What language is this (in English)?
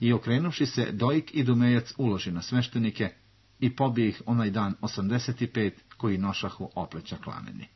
Serbian